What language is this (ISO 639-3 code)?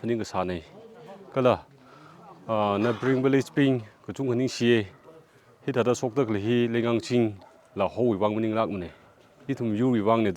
nmf